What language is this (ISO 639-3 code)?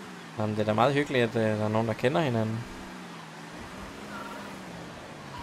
dan